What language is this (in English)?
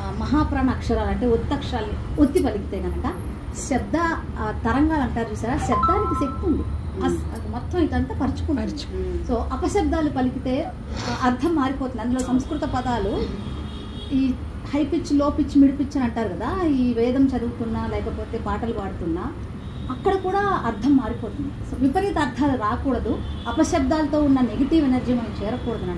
Telugu